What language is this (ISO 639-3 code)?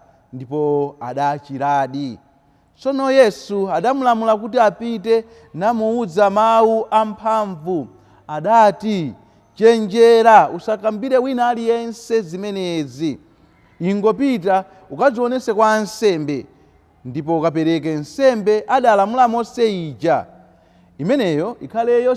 nya